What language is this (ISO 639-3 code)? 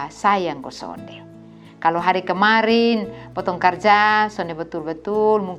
mkn